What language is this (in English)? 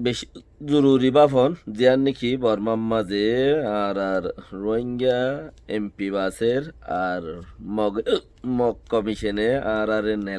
Rohingya